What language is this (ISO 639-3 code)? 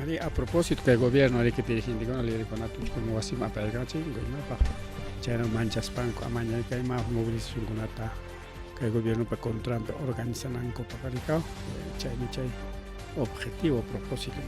quy